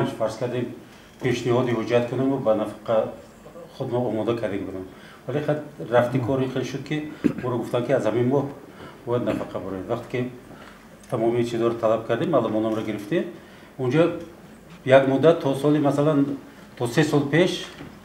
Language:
Tajik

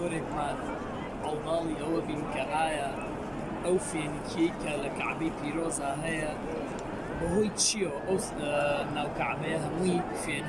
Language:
Central Kurdish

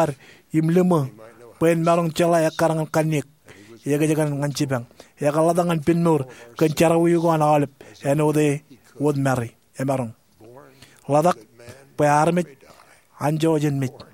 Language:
Marshallese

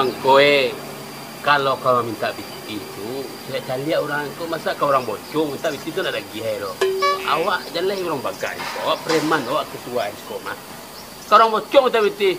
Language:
Minangkabau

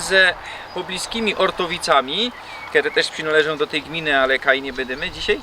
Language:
Silesian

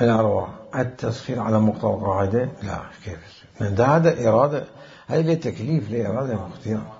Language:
Mesopotamian Arabic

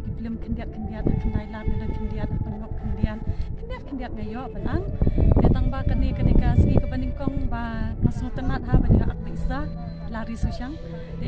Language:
Khasi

